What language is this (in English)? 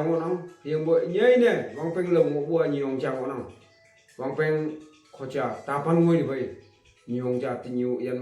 Naga Pidgin